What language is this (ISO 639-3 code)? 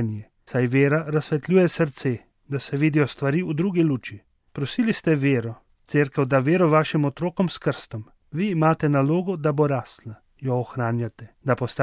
slv